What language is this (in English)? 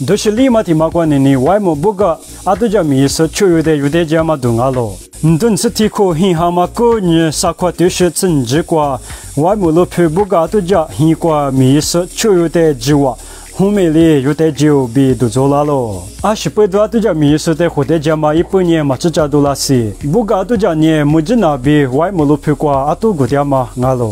Lisu